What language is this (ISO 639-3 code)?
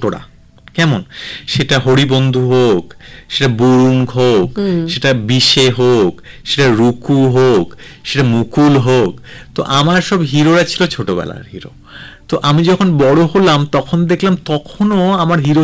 ben